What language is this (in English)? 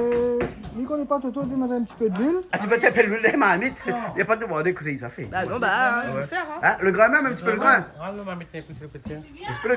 Réunion Creole French